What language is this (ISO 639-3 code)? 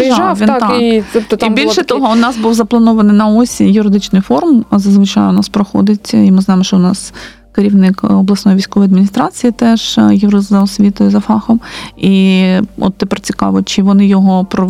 ukr